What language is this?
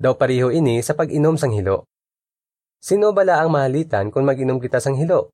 Hiligaynon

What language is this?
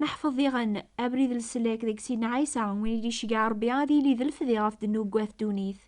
Kabyle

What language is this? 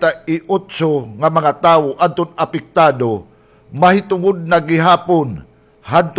Waray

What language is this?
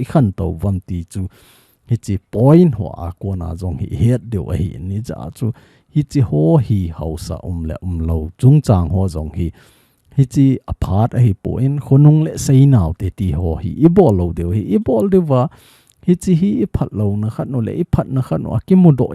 Thado Chin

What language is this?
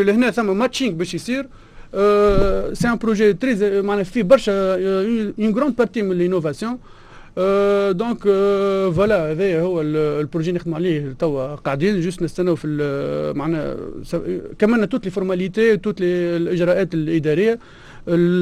Tunisian Arabic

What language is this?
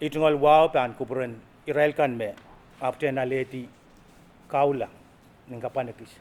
Pohnpeian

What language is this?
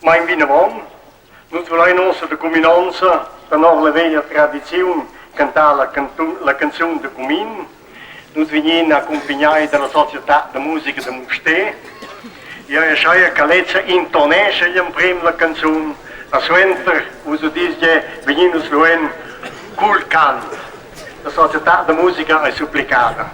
Romansh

